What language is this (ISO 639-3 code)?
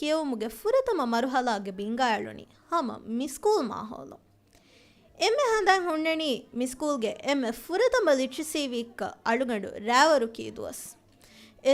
div